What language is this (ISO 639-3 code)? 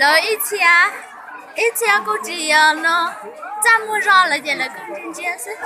hmn